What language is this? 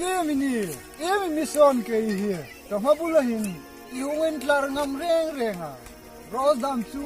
Hmar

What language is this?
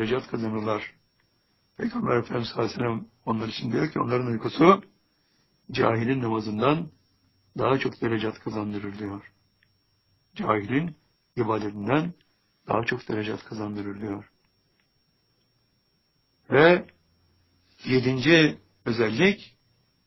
Turkish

